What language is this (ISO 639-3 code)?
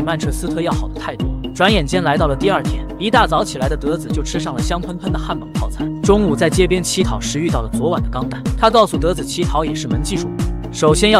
zho